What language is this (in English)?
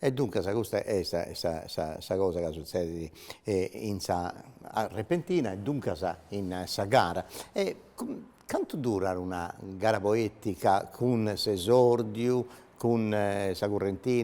Sardinian